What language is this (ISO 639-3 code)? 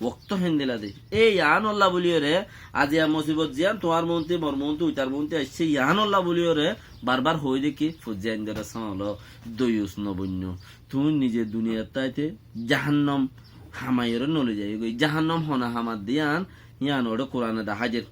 rhg